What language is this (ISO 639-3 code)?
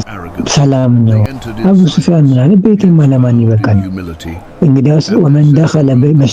amh